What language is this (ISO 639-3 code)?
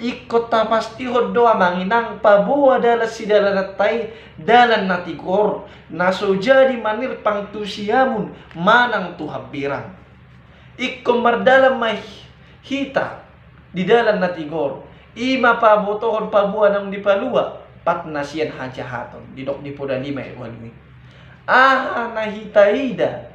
bbc